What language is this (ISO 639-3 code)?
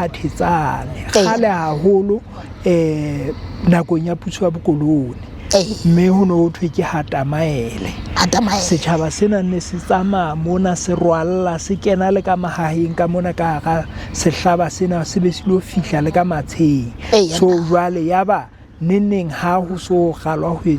sot